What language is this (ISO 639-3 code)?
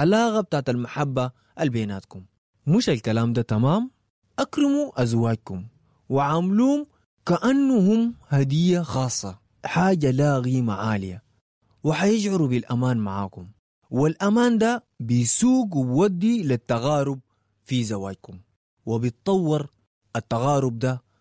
apd